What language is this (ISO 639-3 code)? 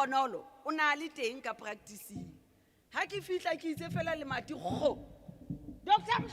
sot